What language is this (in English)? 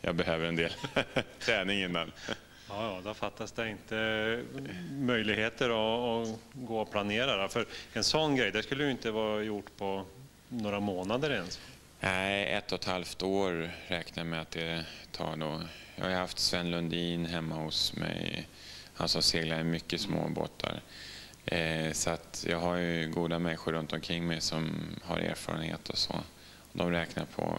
Swedish